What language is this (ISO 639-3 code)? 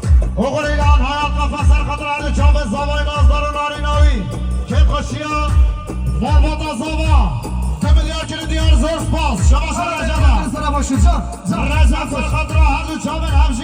kur